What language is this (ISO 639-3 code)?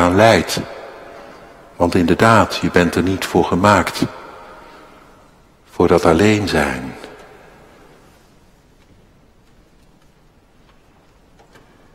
nld